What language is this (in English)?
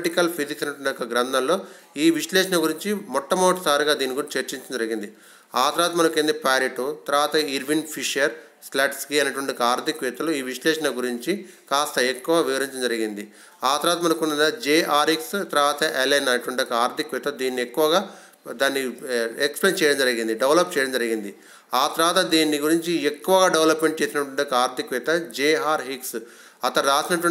Telugu